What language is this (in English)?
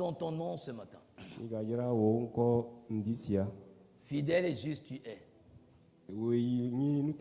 Ewe